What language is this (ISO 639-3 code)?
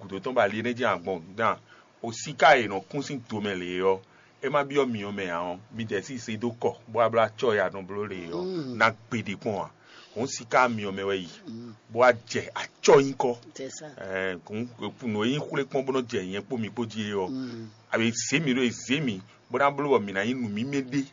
fon